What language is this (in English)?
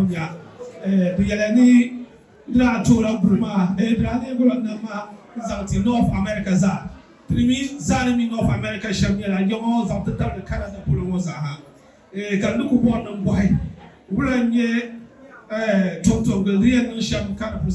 Dagbani